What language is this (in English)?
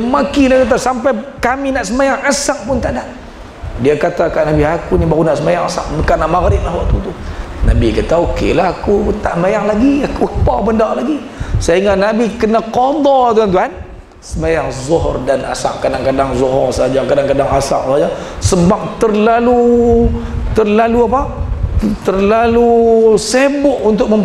Malay